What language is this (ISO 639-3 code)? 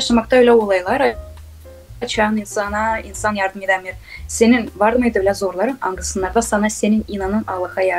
gag